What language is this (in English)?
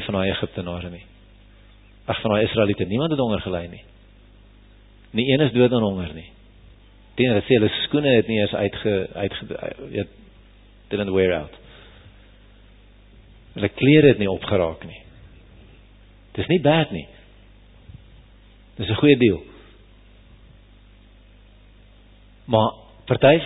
Afrikaans